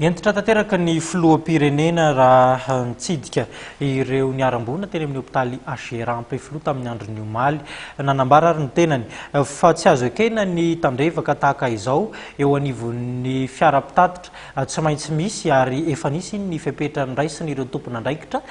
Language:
Malagasy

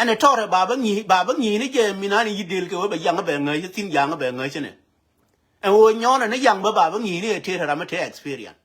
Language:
Nuer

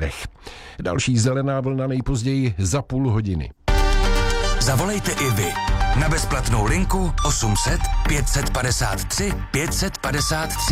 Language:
Czech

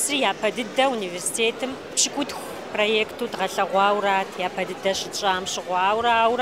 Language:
Kabardian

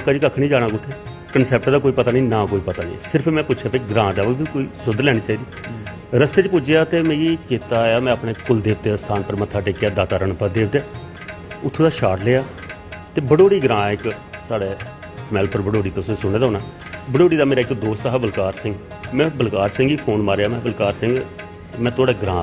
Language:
Dogri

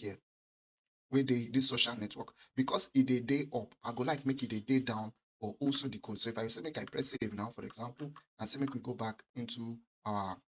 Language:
Nigerian Pidgin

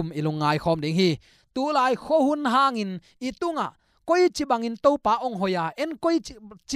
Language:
Tedim Chin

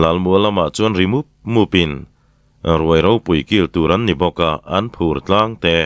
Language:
Mizo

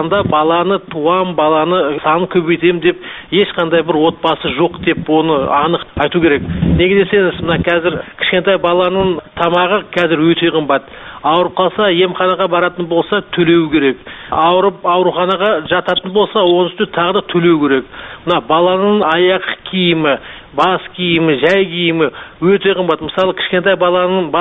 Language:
Kazakh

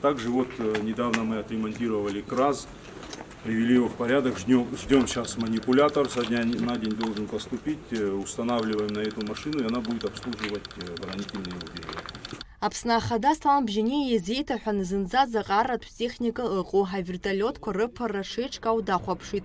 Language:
Abkhazian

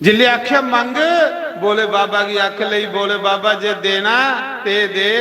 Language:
Dogri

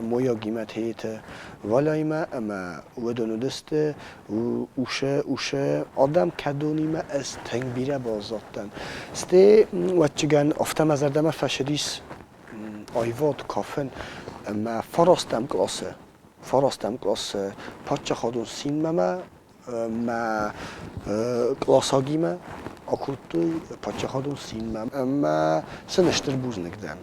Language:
Ossetic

